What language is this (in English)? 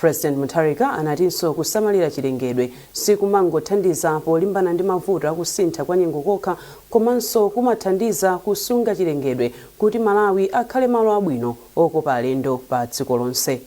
Nyanja